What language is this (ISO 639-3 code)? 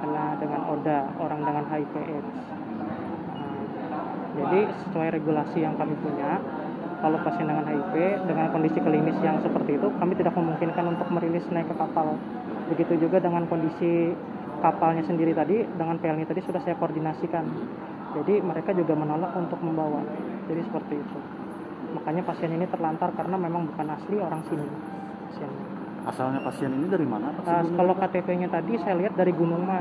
ind